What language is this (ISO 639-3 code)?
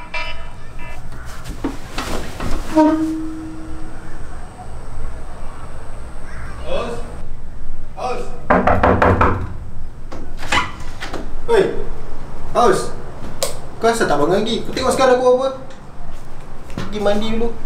msa